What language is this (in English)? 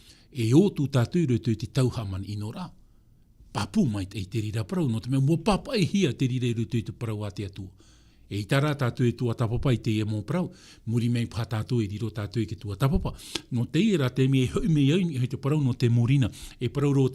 Tahitian